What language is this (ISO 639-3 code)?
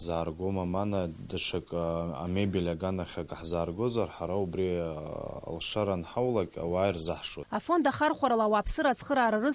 abk